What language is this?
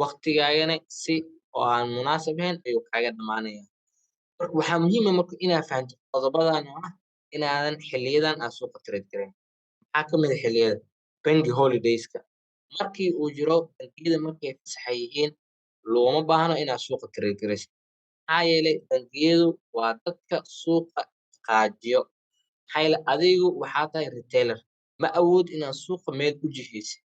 Somali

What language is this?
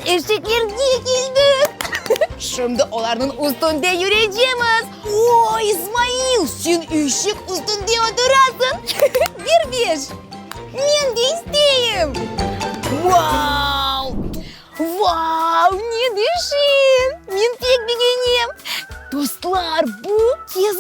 Crimean Tatar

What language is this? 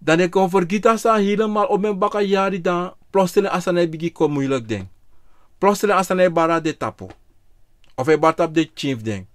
Sranan Tongo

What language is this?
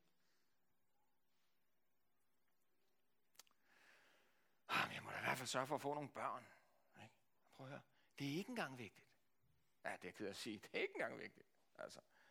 Danish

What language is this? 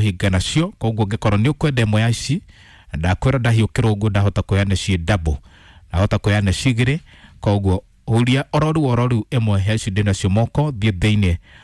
Kikuyu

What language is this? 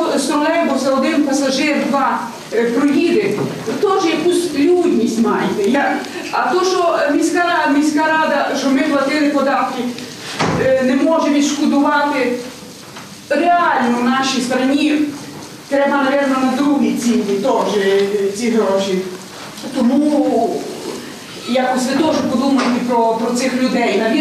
Ukrainian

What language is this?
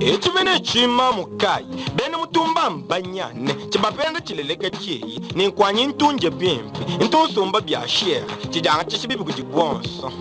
Luba-Lulua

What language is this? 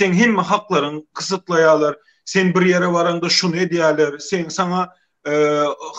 Turkmen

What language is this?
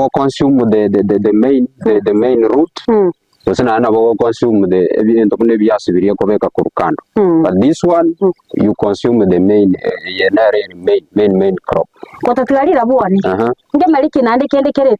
Gusii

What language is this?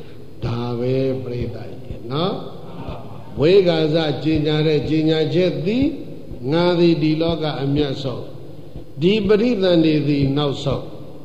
Burmese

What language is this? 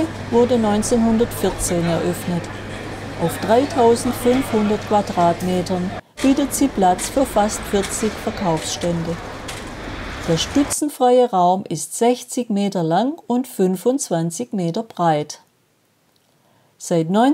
German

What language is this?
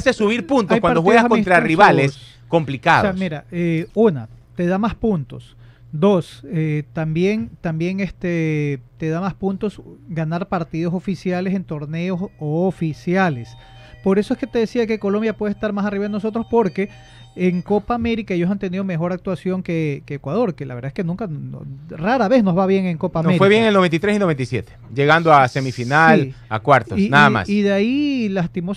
Spanish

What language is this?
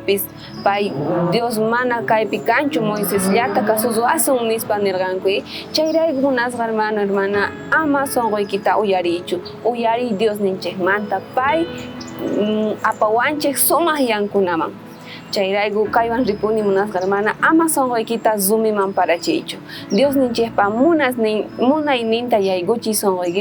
South Bolivian Quechua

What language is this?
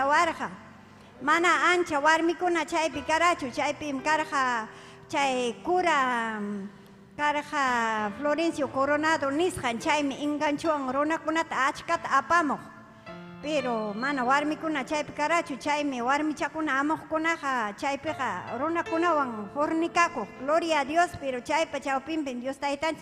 Ayacucho Quechua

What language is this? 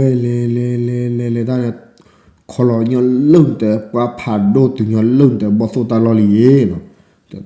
S'gaw Karen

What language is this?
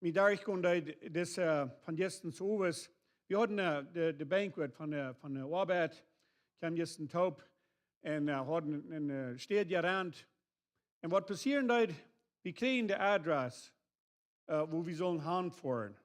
Plautdietsch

